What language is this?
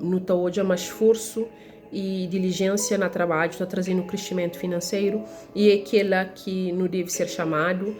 Kabuverdianu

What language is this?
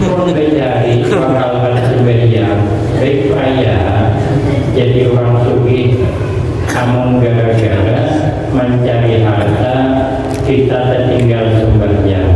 Banjar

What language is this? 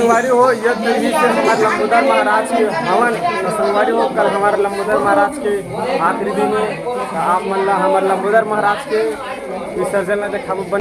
Chhattisgarhi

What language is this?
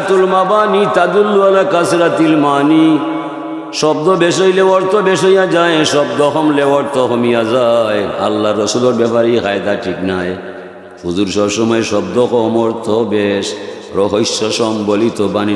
Sylheti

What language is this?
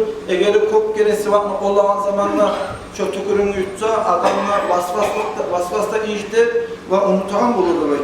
Kumyk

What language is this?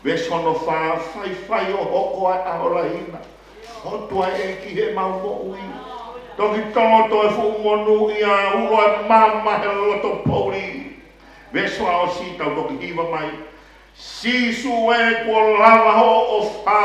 Tongan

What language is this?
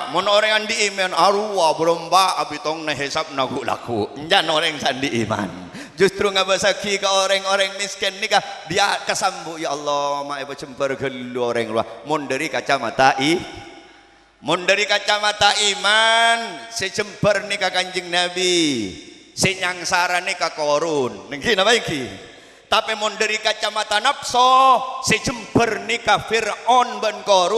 Madurese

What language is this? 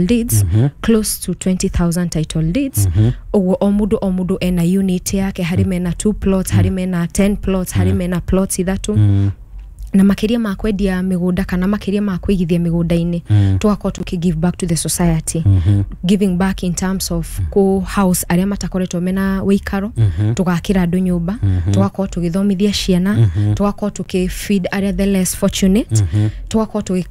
Kikuyu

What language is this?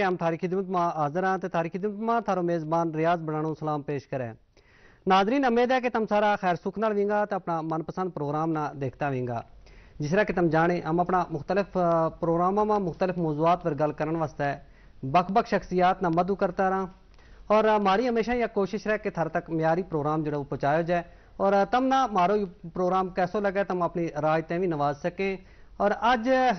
Gujari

